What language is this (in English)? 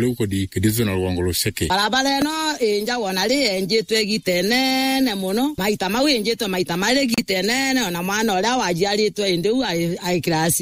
Meru